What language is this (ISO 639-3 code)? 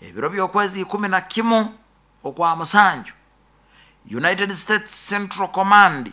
nyo